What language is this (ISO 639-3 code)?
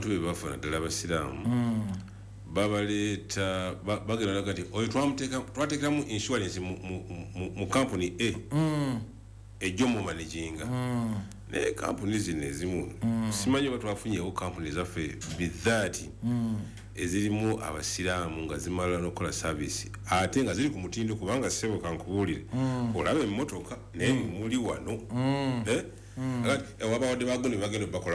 lug